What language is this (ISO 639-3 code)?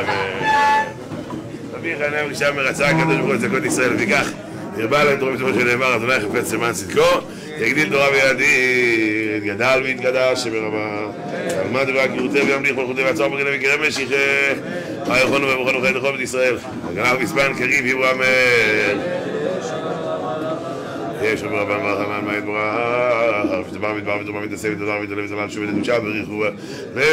heb